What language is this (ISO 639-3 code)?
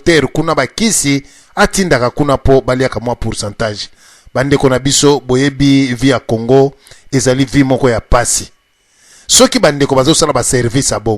lin